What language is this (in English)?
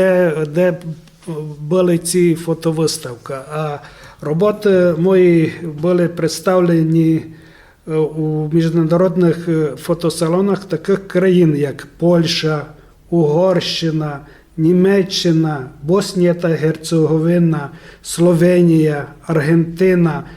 Rusyn